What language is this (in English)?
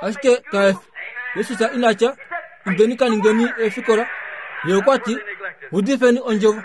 Kuanyama